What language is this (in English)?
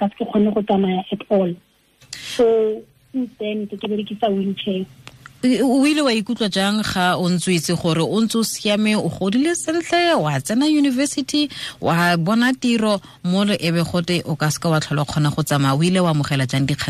Tswana